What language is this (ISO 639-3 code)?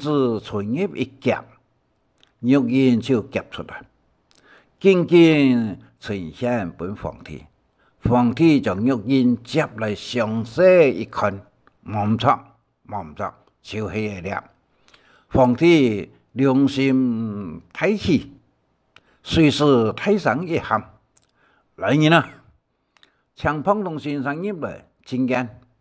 hak